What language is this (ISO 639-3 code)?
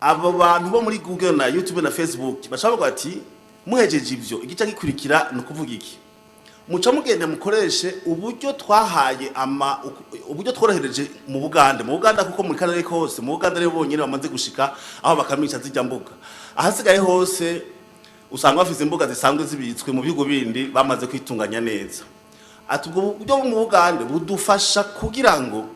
run